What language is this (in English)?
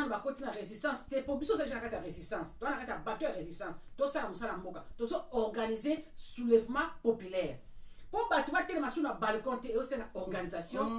Lingala